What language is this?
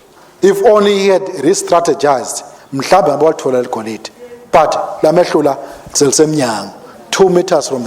Swati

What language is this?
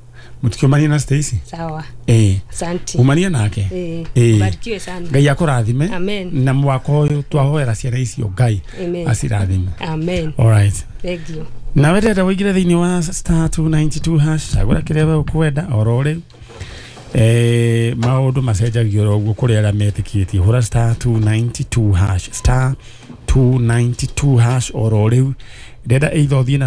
Kikuyu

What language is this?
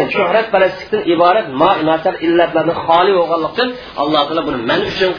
Uyghur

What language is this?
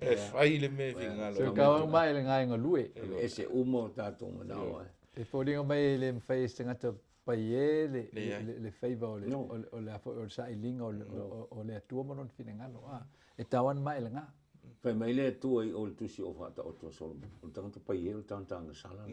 Samoan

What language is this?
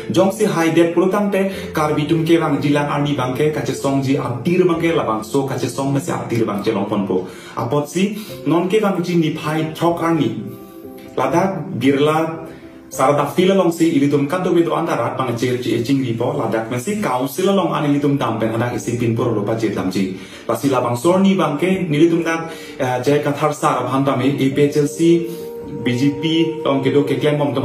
Karbi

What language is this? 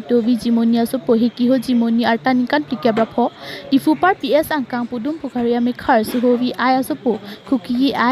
Karbi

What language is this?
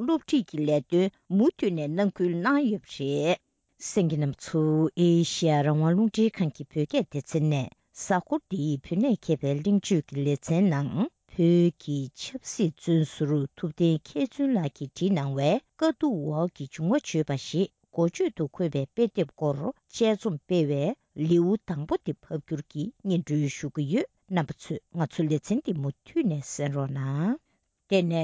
Tibetan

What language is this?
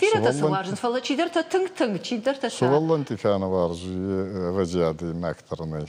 Ossetic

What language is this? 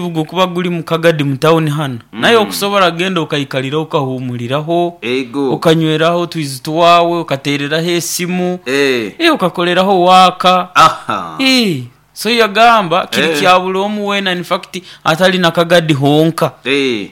Nyoro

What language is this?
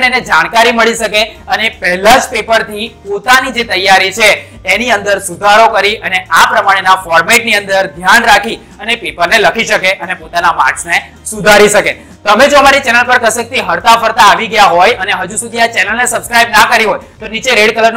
Gujarati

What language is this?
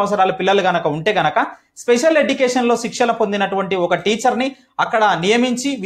Telugu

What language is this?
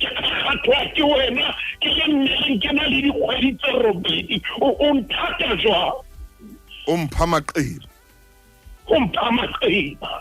Southern Sotho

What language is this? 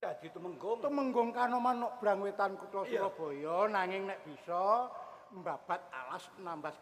Javanese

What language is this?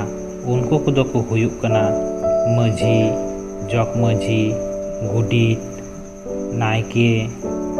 Santali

